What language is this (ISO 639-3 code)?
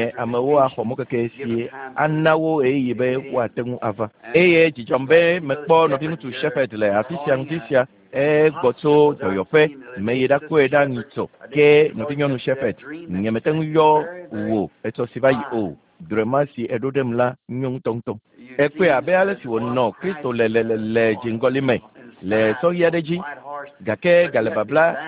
ewe